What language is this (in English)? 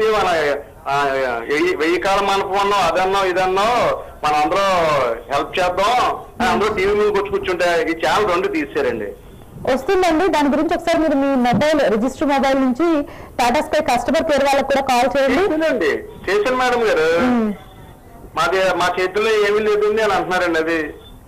Telugu